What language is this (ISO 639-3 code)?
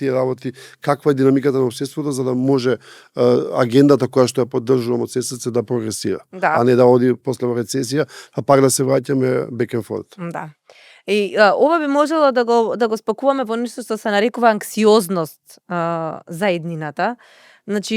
mkd